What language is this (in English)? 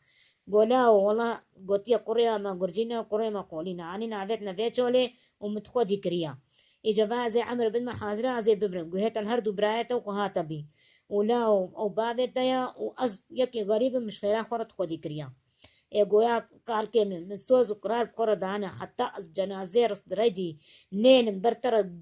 Kurdish